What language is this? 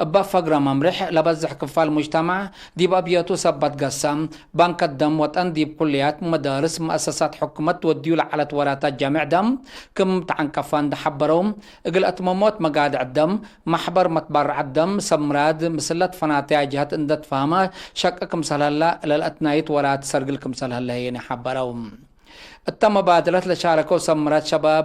Tigre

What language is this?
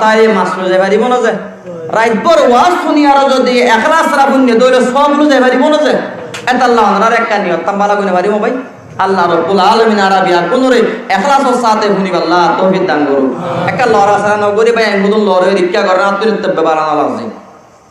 Rohingya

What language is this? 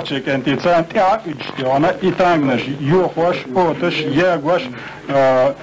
Chechen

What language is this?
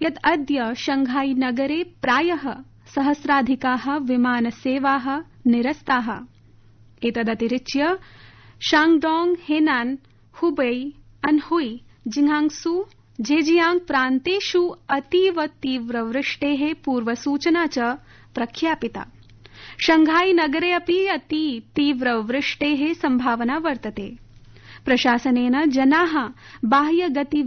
Sanskrit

